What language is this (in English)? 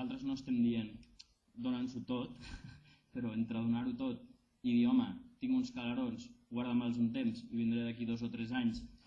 Catalan